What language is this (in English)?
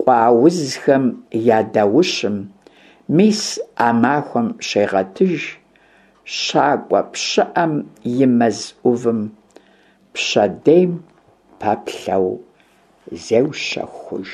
Kabardian